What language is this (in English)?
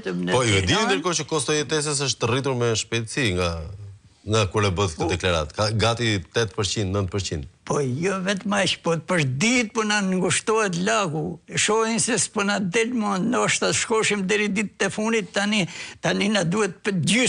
Albanian